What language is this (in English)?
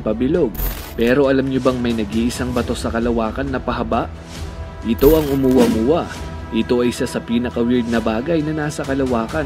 Filipino